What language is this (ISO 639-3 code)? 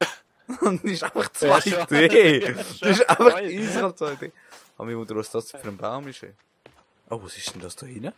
gsw